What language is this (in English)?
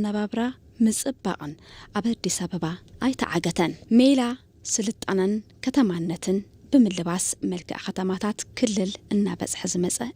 Tigrinya